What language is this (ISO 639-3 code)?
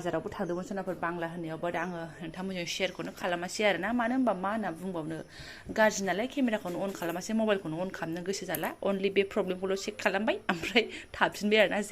brx